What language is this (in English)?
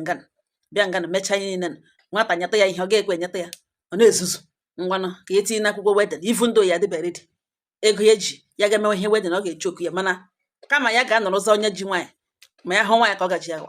Igbo